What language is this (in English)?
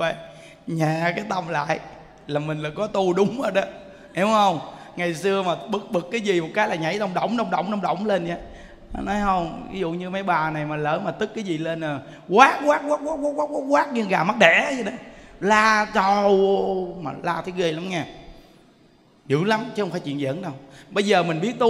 Vietnamese